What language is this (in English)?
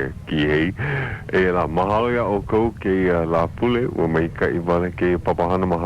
Hawaiian